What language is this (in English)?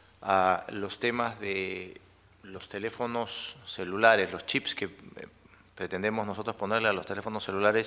Spanish